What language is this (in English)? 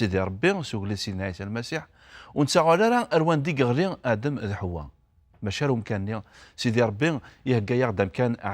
Kabyle